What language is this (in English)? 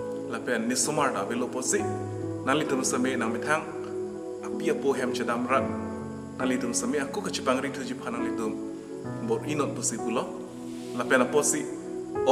Karbi